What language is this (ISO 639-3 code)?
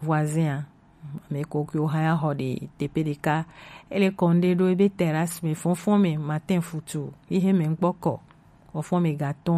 gej